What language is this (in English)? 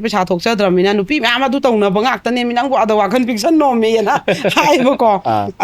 Manipuri